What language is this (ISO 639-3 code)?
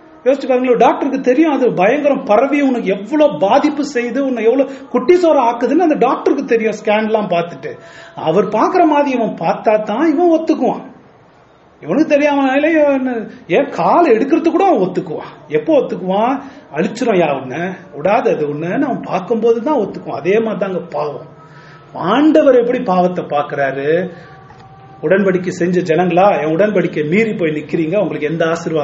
tam